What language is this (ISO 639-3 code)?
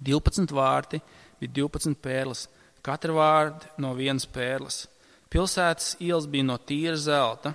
lav